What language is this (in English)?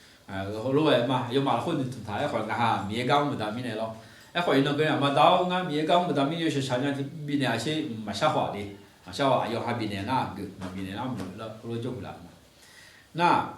Akha